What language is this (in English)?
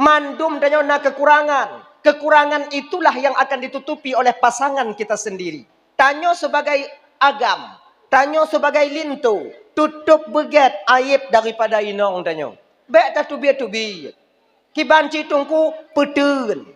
Achinese